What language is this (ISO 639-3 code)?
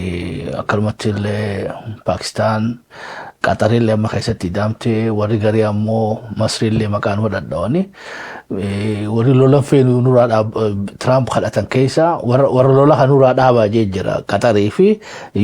orm